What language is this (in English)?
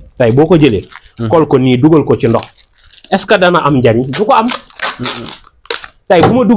Wolof